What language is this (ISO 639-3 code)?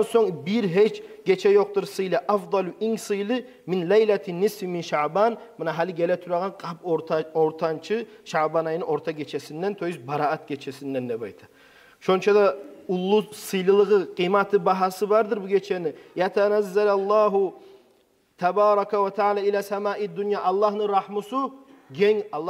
kum